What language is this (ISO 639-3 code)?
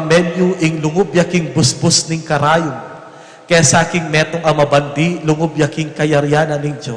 pam